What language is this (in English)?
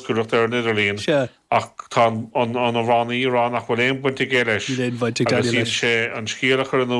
Irish